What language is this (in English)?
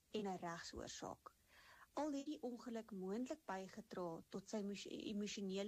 Afrikaans